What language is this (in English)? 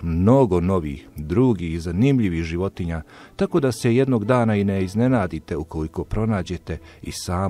Bosnian